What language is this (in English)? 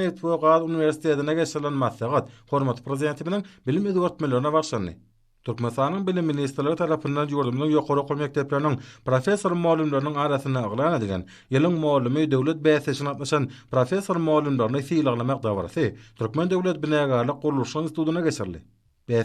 Turkmen